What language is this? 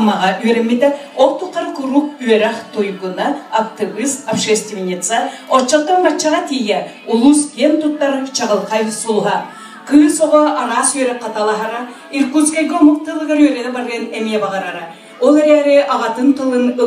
Yakut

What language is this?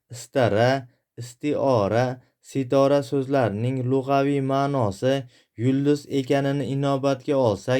Uzbek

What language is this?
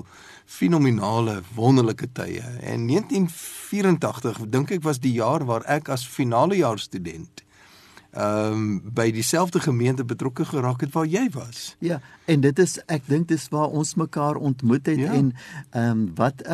Afrikaans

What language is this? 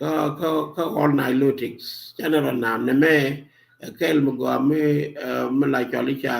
Nuer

